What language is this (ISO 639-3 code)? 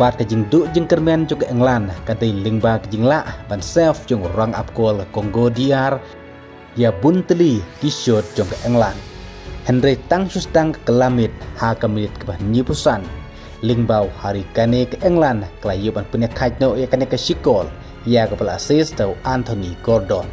kha